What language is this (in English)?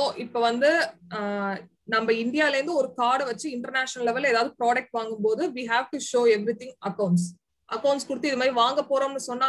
Tamil